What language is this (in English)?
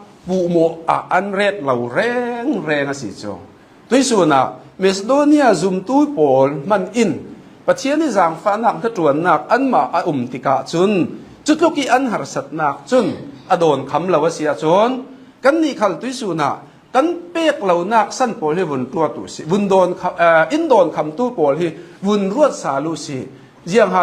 Hakha Chin